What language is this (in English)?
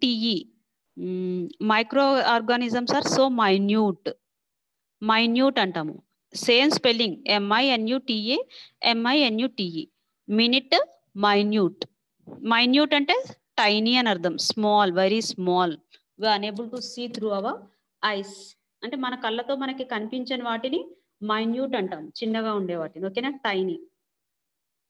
Telugu